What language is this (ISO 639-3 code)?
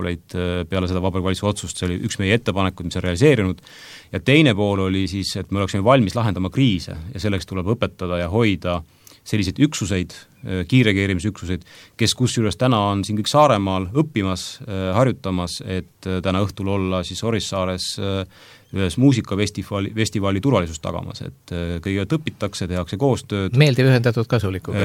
est